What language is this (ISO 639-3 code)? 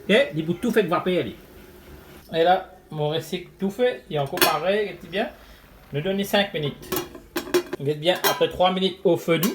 mfe